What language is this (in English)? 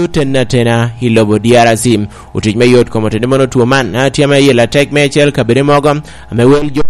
Lango (Uganda)